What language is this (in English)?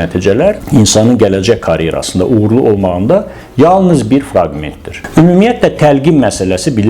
Azerbaijani